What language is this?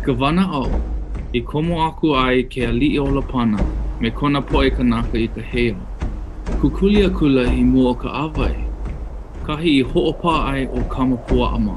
Hawaiian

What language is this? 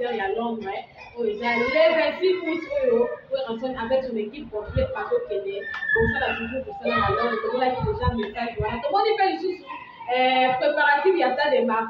Lingala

